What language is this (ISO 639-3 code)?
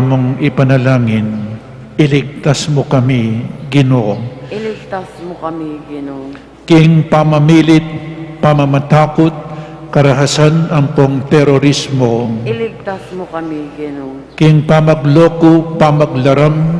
pam